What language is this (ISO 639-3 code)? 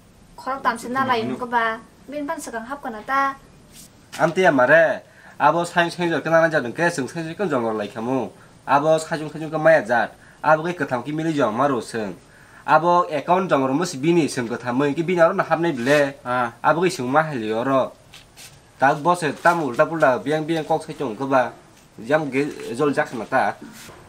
trp